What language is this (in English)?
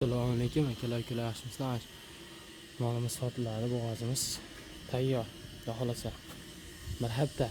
Uzbek